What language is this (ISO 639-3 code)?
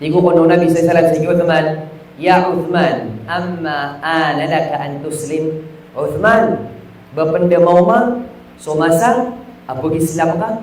mrw